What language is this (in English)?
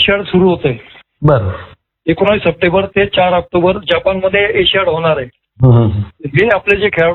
Marathi